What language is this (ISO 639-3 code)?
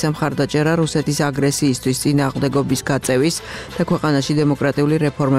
kat